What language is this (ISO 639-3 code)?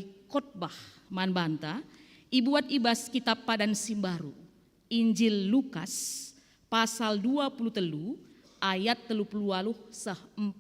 btx